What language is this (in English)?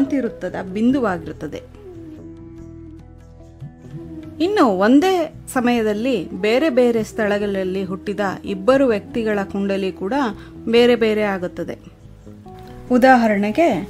Kannada